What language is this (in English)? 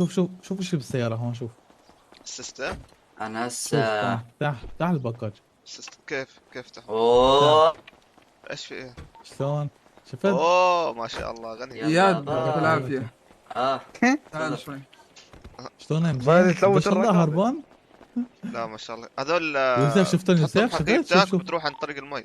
North Levantine Arabic